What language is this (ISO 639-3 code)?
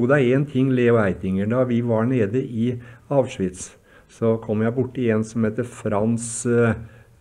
nor